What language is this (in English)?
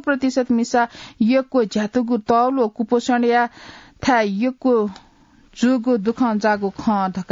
Newari